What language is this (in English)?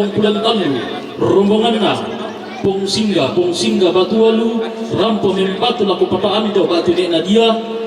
Toraja-Sa'dan